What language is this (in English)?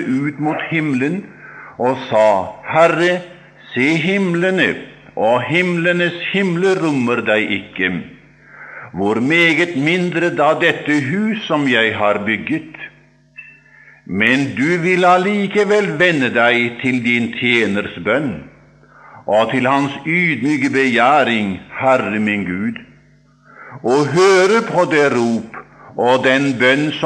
Norwegian